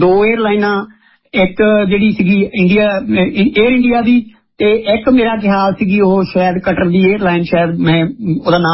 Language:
Punjabi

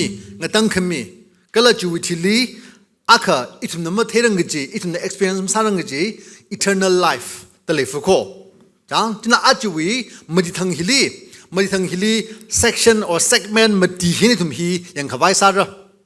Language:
Tangkhul Naga (India)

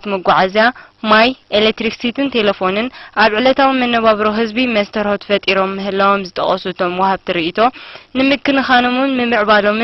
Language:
Tigrinya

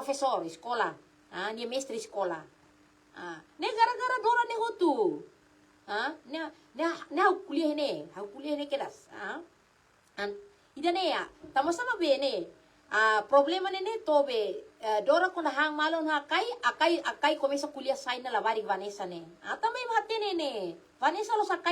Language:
Tetum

